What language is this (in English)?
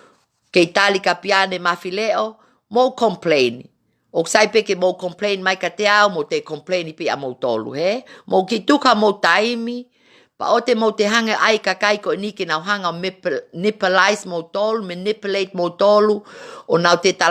Tongan